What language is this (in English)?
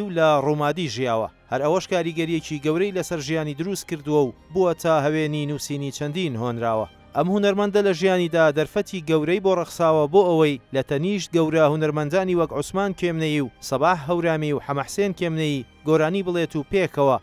Central Kurdish